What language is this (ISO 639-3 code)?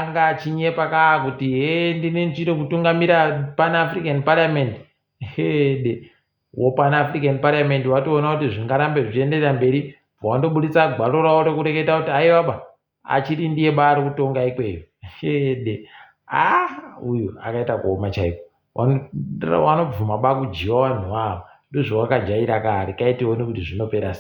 ndc